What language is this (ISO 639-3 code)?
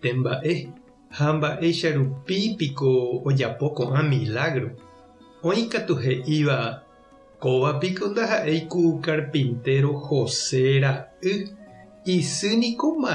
grn